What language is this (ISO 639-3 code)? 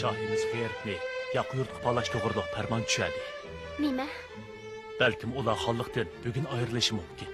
uig